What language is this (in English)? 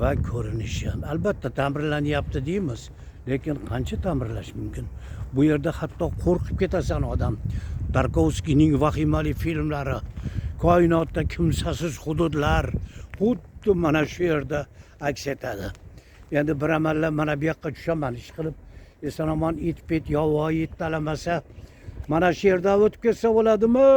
Uzbek